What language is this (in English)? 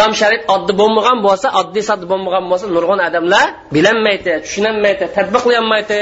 Uyghur